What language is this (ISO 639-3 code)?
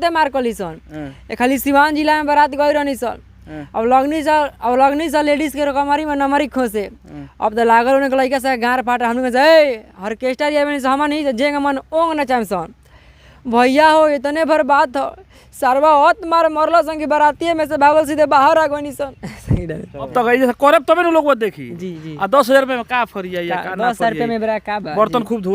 bho